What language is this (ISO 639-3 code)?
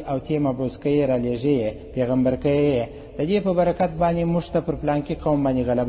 pus